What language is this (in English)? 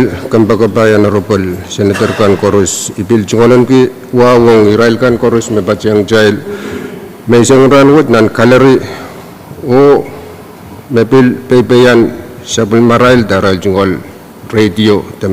Pohnpeian